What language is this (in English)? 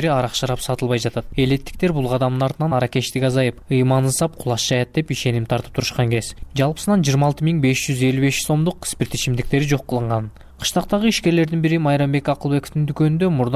Kyrgyz